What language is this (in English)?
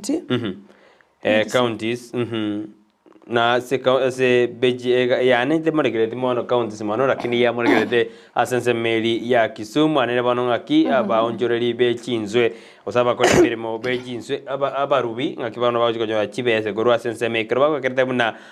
Gusii